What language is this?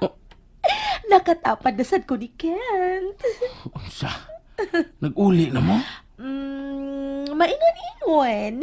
Cebuano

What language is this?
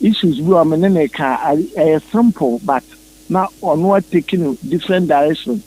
Akan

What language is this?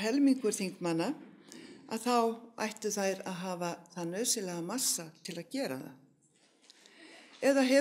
Icelandic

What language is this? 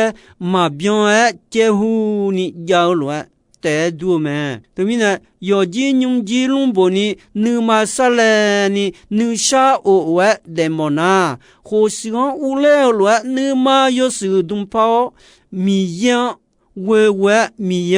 Akha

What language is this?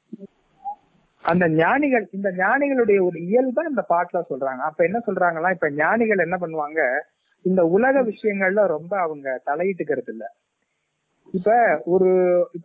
Tamil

